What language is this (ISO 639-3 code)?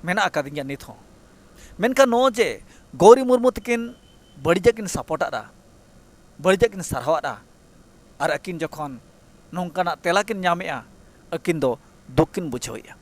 sat